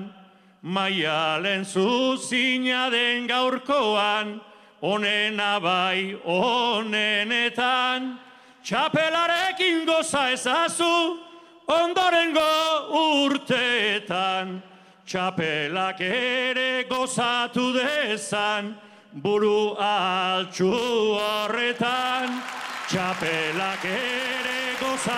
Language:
Basque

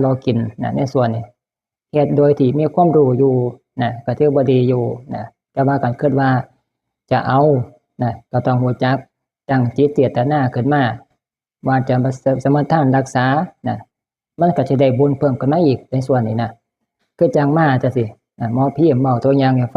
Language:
Northeastern Thai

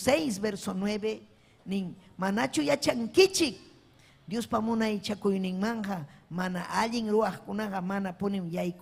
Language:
Ayacucho Quechua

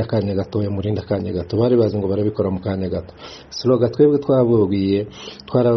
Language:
Kinyarwanda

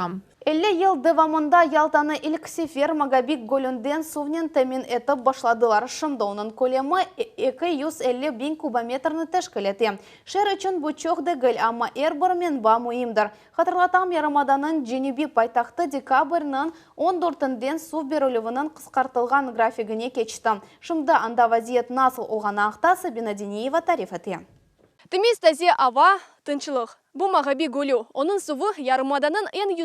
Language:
Crimean Tatar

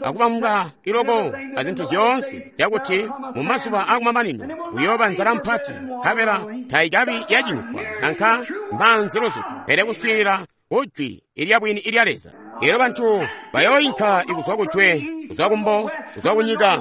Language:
Tonga (Zambia)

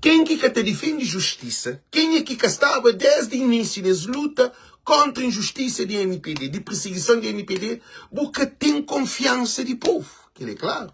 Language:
Kabuverdianu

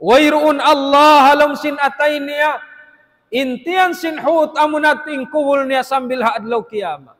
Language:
Tausug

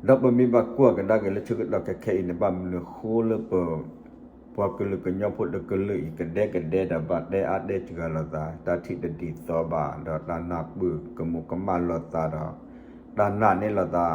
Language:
S'gaw Karen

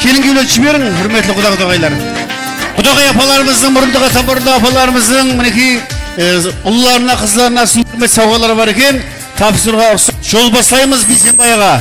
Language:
Kara-Kalpak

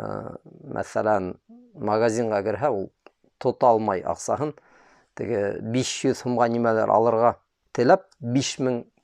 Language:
Bashkir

